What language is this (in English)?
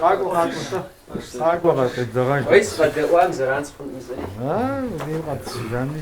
Kabardian